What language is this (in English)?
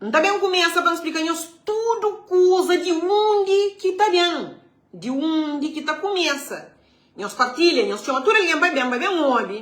Kabuverdianu